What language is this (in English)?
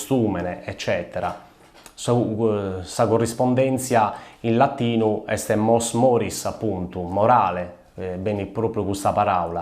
Sardinian